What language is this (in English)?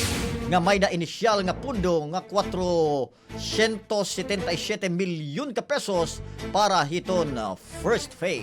Waray